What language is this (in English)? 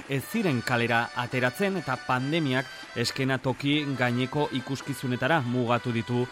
Basque